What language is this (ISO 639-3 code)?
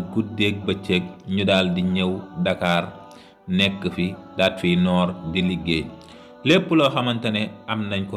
wol